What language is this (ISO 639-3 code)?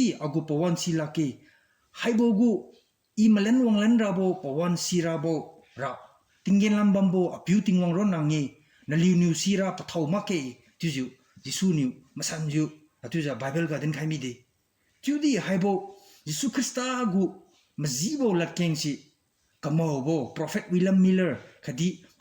njn